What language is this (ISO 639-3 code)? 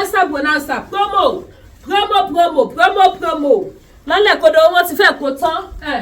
yor